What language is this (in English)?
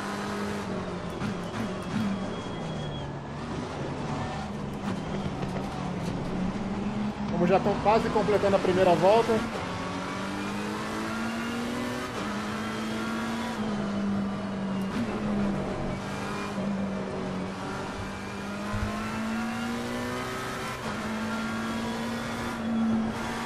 Portuguese